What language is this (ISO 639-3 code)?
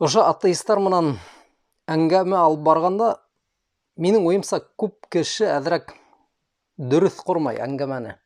bak